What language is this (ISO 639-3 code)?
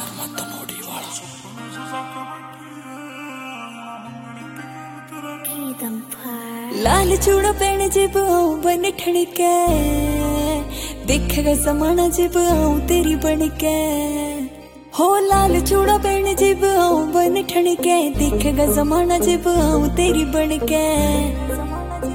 bgc